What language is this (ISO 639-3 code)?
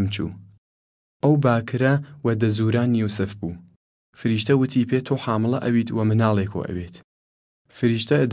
sdh